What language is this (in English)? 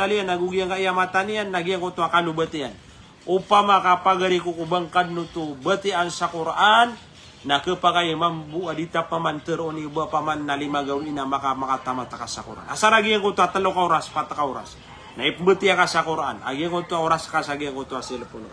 Maranao